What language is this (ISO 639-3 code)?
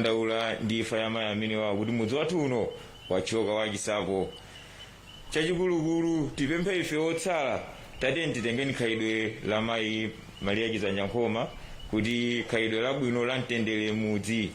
nya